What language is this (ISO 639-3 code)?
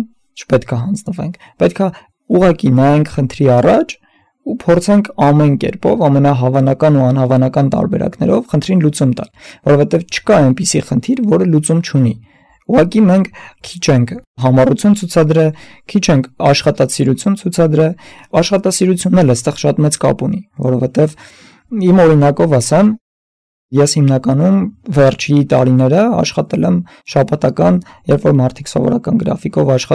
hye